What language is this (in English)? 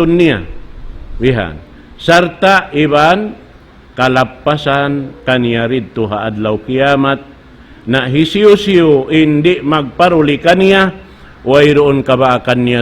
Tausug